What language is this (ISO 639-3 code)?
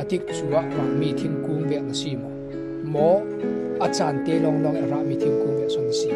cfm